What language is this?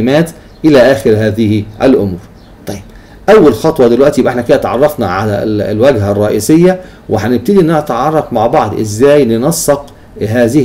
Egyptian Arabic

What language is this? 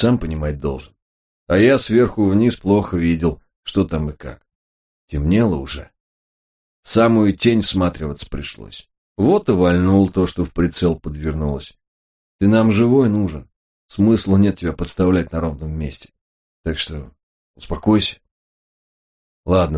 Russian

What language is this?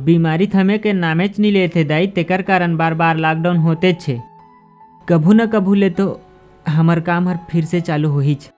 Chhattisgarhi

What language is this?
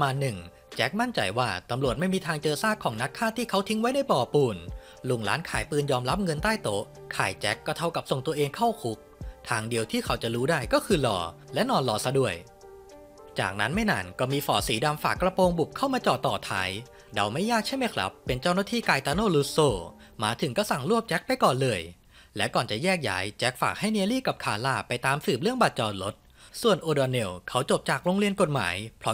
Thai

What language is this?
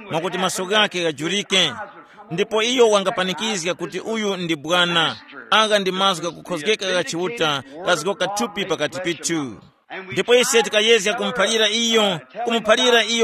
Tumbuka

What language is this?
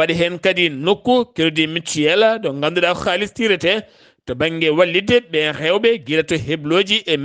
Fula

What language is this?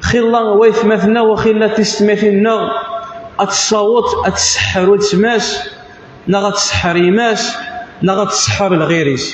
Kabyle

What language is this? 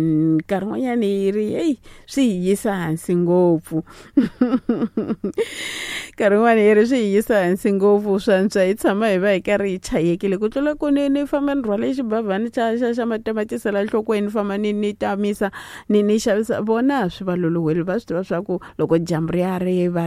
Tsonga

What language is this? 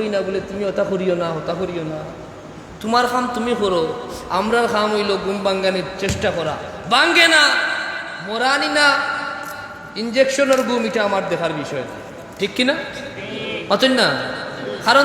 Sylheti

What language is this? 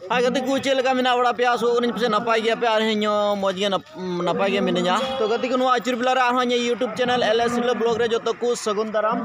Santali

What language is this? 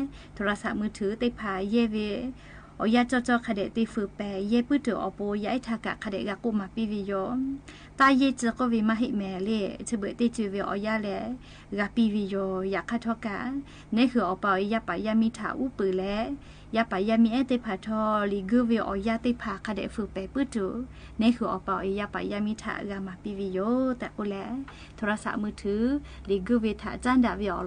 Lahu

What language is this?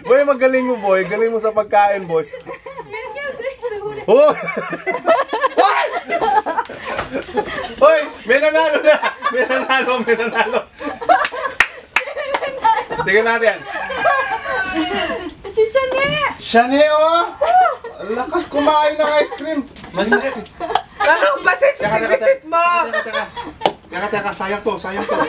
Filipino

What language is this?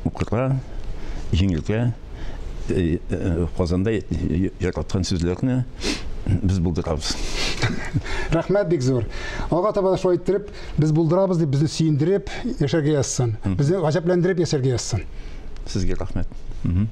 Tatar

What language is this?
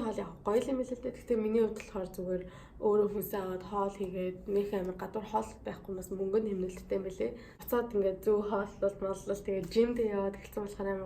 Mongolian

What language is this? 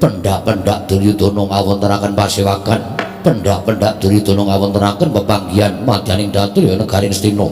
Javanese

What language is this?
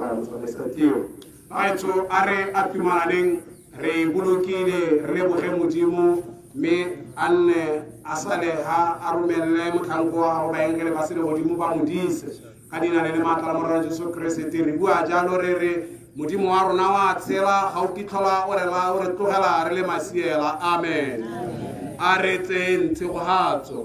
Tswana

